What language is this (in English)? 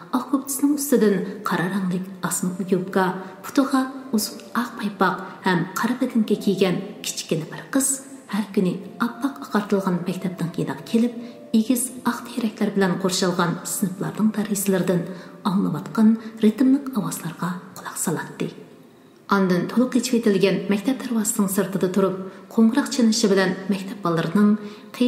Uyghur